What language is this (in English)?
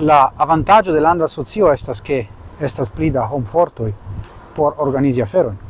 Esperanto